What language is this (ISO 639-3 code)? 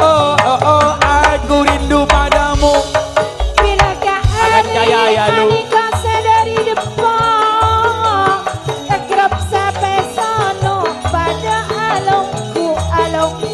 mad